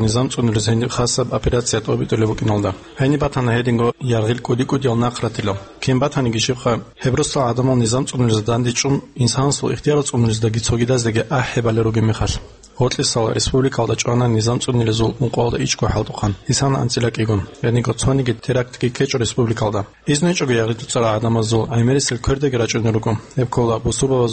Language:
Avaric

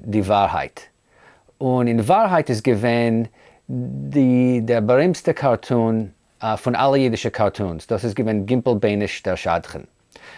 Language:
Yiddish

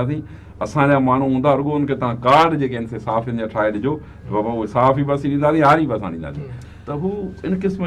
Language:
Sindhi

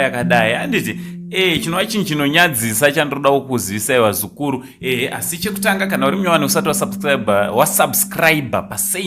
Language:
Shona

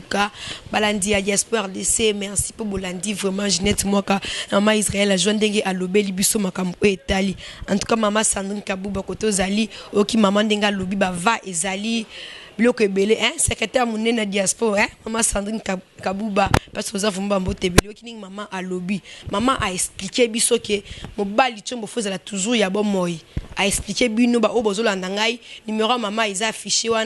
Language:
Lingala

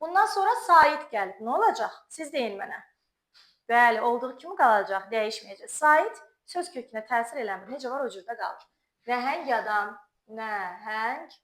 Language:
Azerbaijani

